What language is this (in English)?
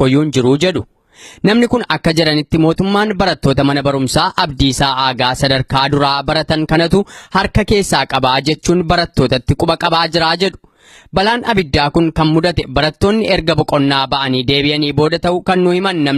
Oromo